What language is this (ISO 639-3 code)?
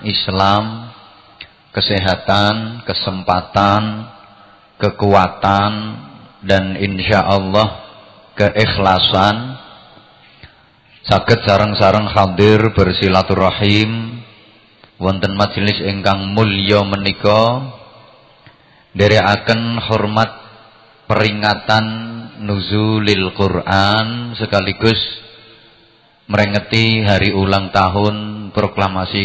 jav